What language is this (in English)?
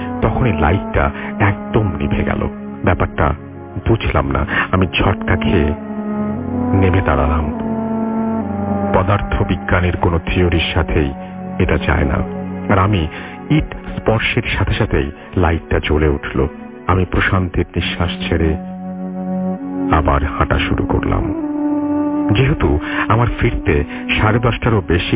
Bangla